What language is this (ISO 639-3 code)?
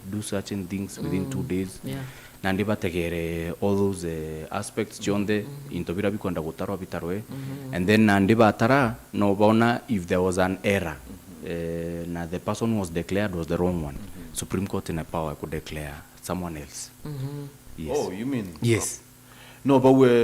mer